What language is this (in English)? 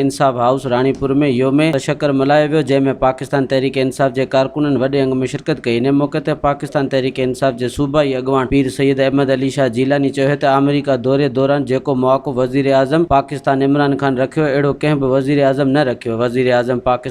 Sindhi